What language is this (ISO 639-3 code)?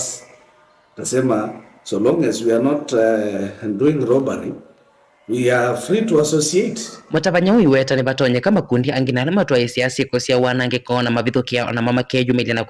kam